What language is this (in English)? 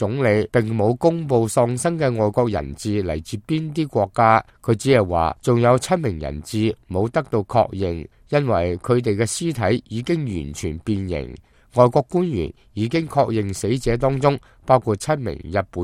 Cantonese